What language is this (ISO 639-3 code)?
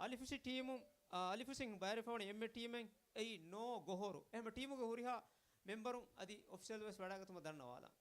div